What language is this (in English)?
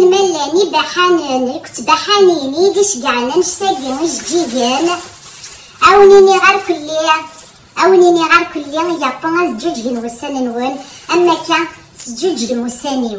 Kabyle